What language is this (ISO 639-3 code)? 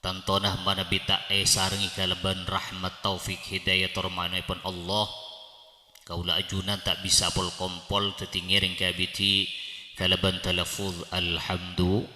mad